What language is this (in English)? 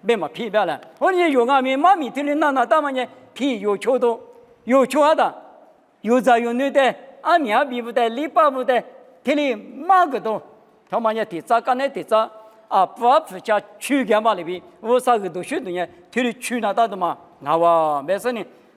Lisu